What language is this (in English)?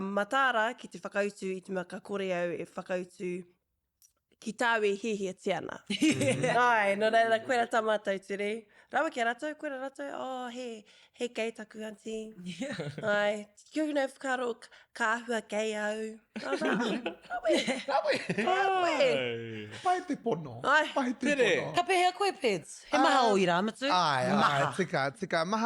Māori